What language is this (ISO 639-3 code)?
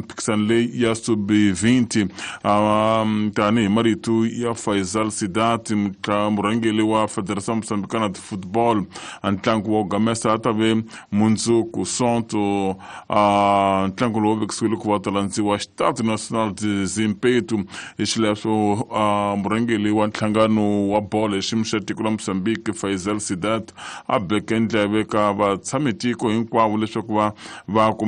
tso